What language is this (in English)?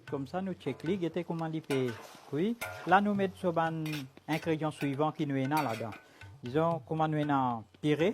Morisyen